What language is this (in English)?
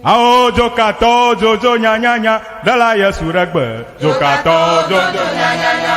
Ewe